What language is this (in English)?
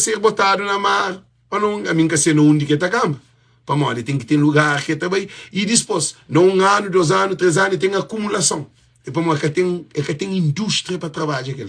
Kabuverdianu